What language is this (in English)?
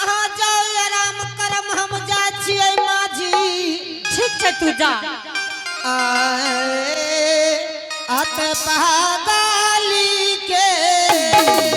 Angika